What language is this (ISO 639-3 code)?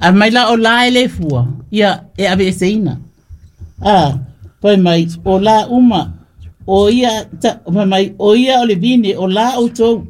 smo